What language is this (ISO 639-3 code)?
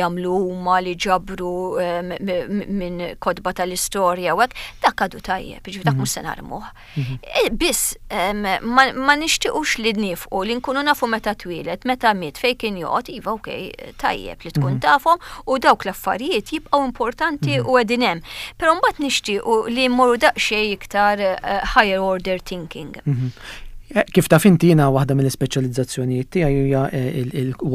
mlt